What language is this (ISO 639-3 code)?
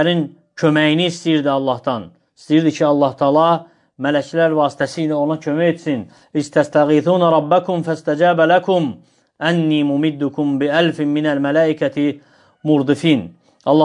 aze